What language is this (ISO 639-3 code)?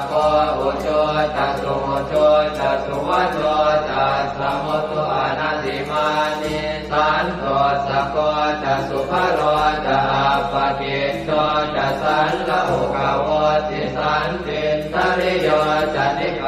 pli